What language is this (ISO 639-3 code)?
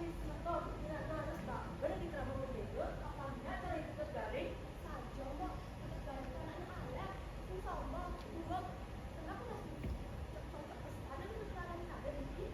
ban